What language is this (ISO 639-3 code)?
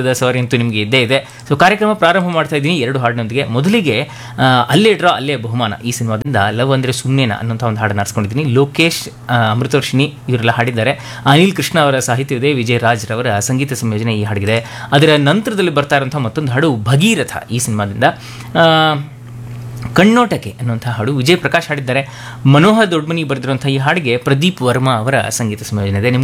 kan